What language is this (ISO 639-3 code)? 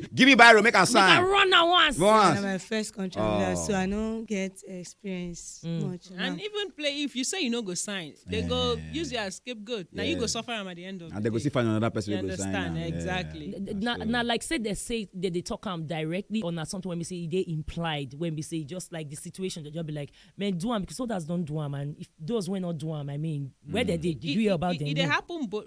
pcm